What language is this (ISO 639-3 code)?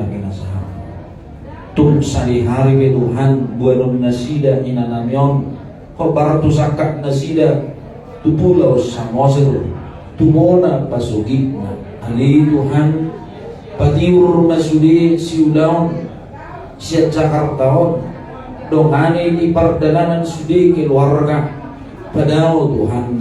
bbc